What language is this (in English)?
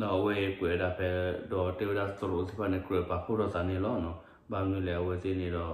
S'gaw Karen